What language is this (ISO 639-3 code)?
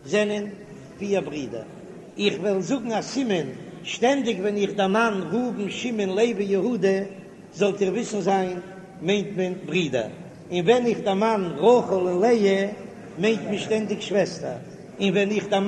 yid